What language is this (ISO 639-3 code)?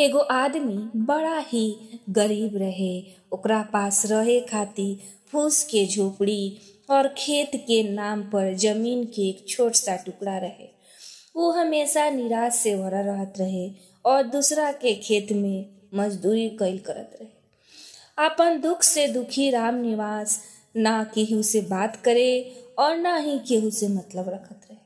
bho